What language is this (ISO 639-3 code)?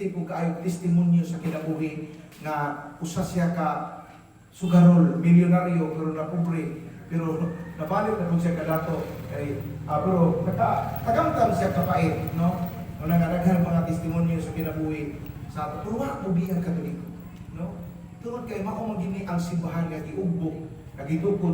ceb